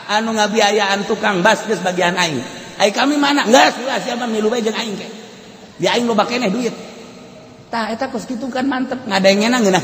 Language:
Sundanese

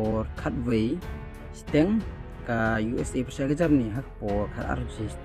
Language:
Khasi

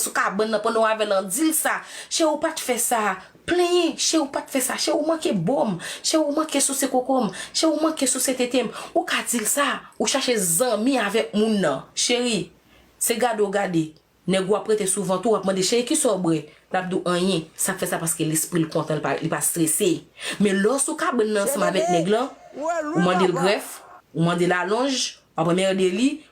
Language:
Haitian Creole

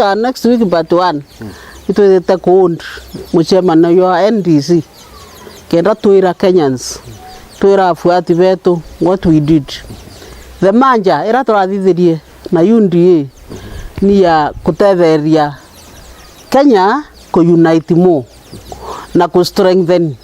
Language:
Meru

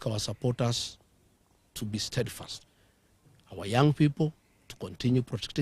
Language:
Gusii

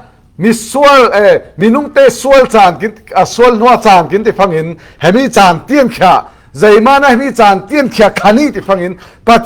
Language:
Falam Chin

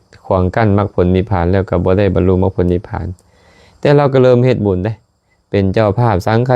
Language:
Lao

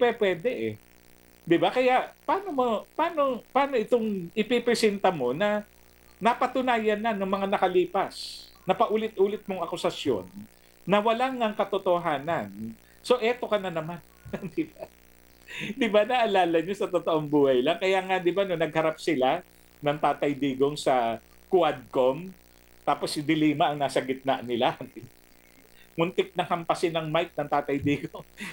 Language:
Filipino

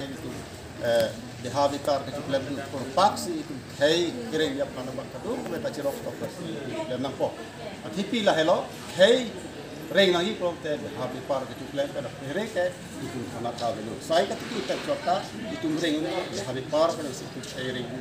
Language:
Karbi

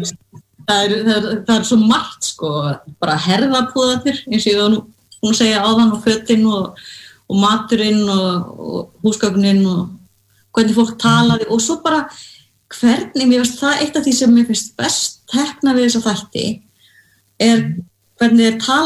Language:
Icelandic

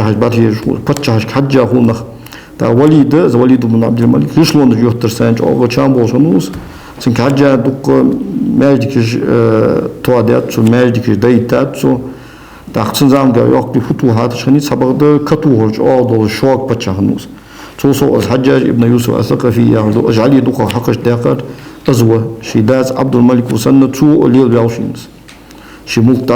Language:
Ingush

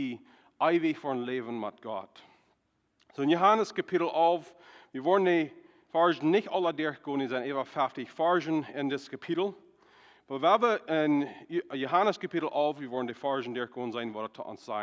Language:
Plautdietsch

